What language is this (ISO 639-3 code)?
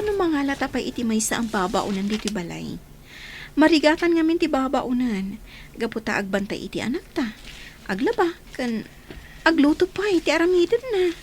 ilo